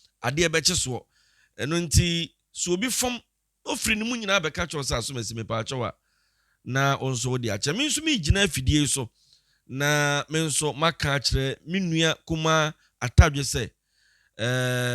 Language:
Akan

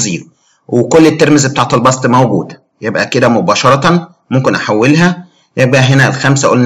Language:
Egyptian Arabic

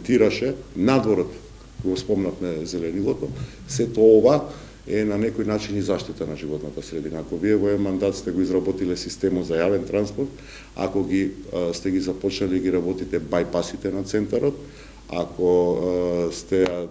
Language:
Macedonian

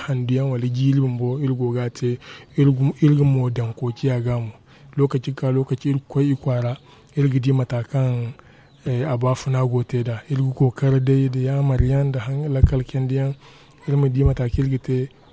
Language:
Zarma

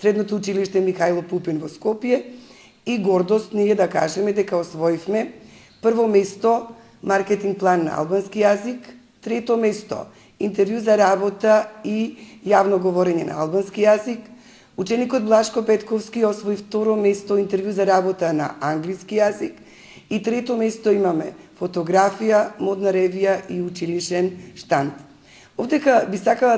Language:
Macedonian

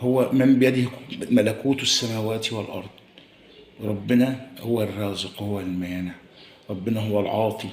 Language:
Egyptian Arabic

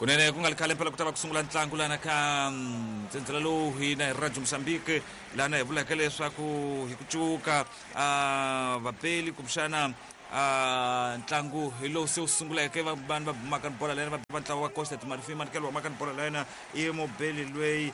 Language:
Tsonga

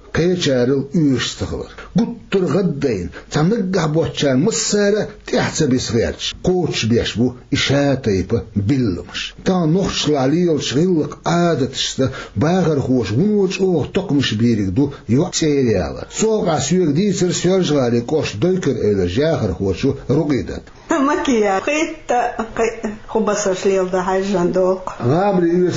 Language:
Chechen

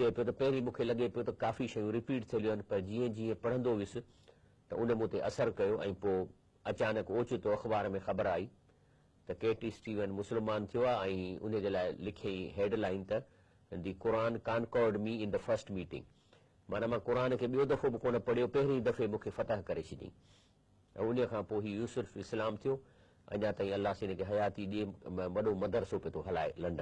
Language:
Sindhi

